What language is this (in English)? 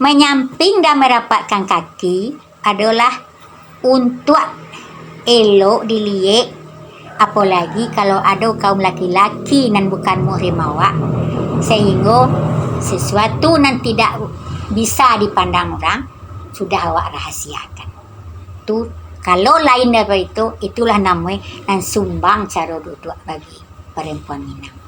Minangkabau